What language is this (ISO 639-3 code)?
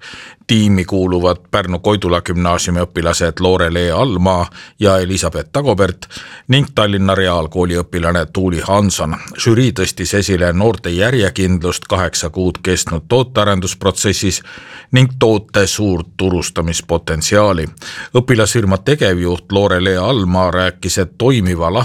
est